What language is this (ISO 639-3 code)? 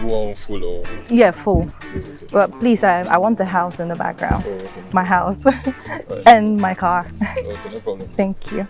pcm